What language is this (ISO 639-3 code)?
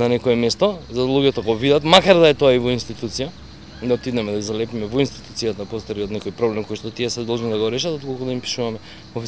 mkd